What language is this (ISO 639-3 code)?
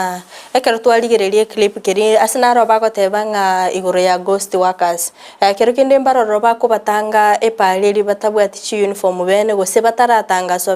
guz